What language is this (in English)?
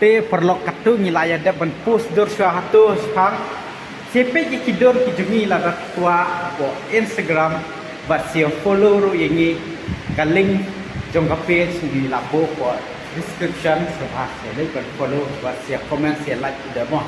Khasi